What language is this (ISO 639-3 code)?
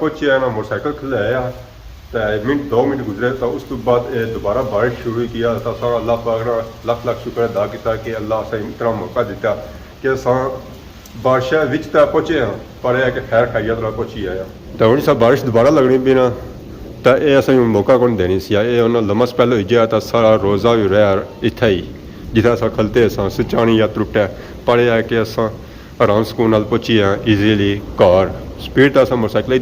phr